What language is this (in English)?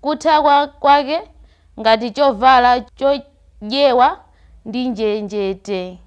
Nyanja